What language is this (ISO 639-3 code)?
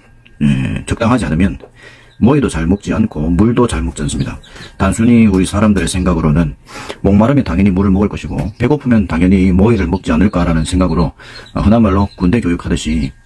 kor